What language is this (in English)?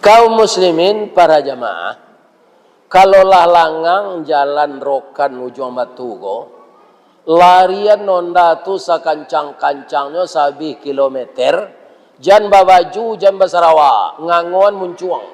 Minangkabau